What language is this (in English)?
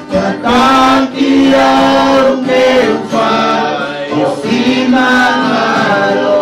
Tongan